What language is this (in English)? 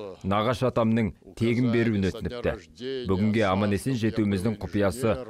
Kazakh